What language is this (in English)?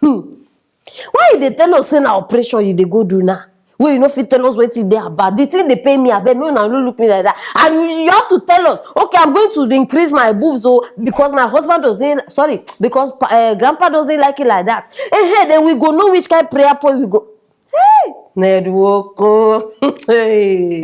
Nigerian Pidgin